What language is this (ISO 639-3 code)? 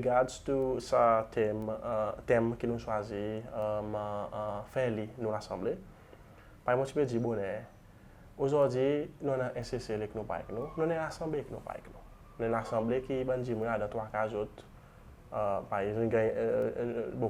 crs